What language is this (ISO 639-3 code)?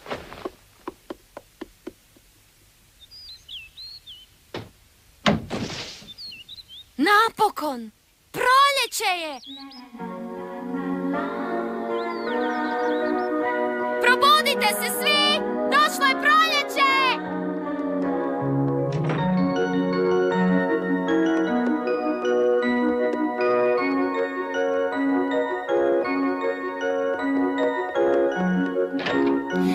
hrv